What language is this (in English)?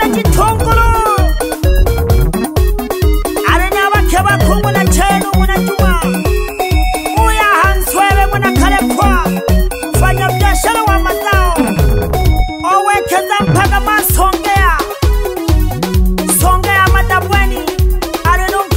Swahili